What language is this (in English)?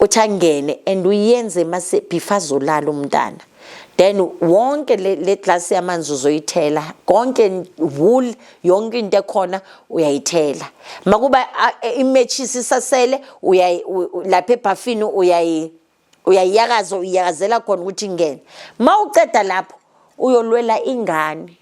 Zulu